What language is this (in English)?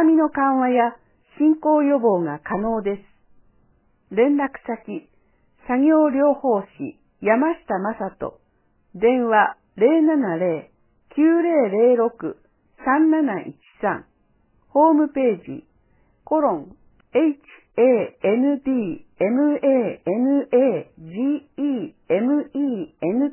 Japanese